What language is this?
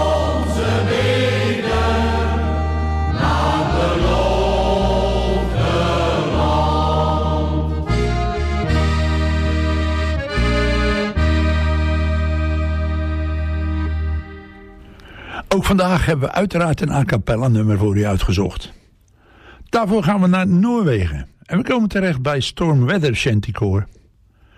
Dutch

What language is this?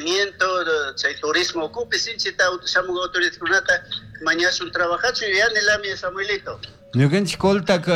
Chimborazo Highland Quichua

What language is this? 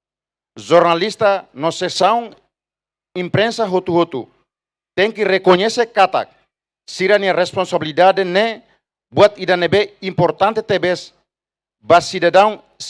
Tetum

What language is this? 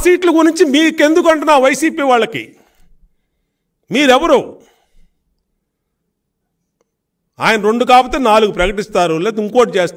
Telugu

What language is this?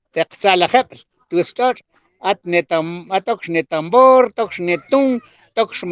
Mam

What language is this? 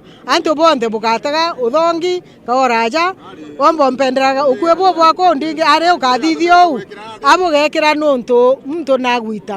Meru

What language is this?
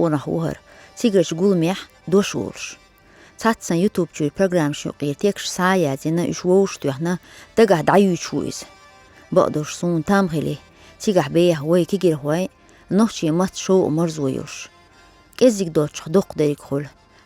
Chechen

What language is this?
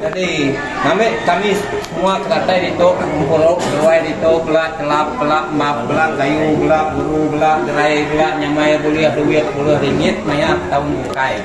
Iban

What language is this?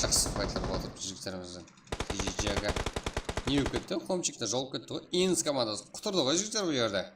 Kara-Kalpak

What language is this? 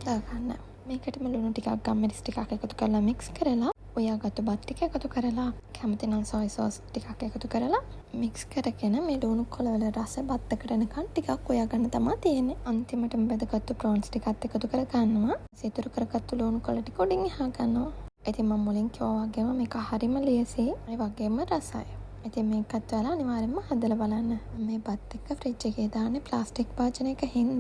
Sinhala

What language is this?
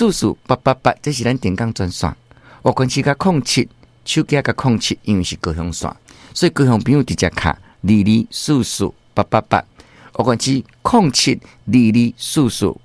Min Nan Chinese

